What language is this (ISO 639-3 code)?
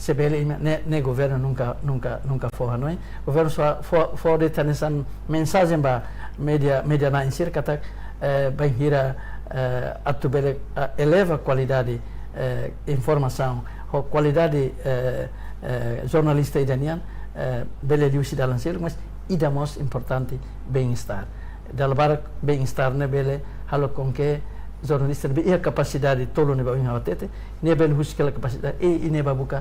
tet